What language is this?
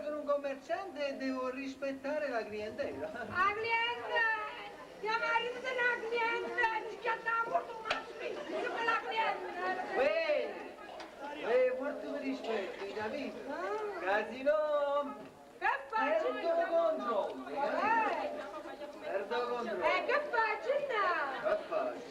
Neapolitan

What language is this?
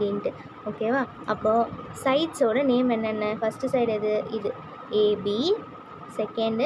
Tamil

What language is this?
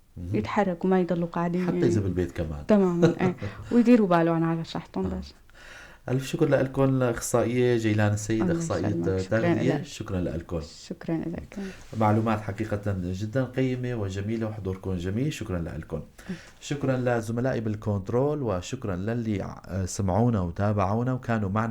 North Levantine Arabic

